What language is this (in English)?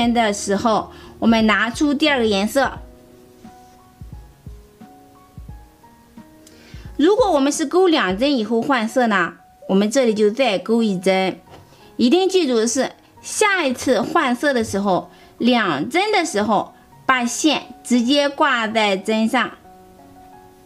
Chinese